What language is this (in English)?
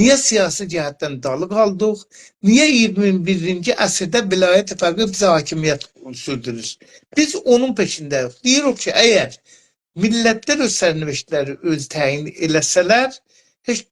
South Azerbaijani